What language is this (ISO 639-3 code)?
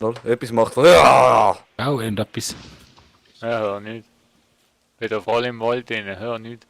gsw